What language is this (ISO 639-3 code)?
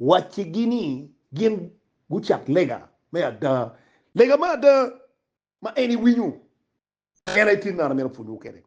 ach